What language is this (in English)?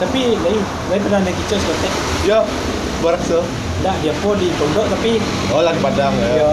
Minangkabau